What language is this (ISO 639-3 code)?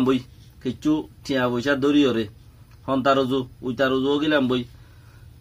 rhg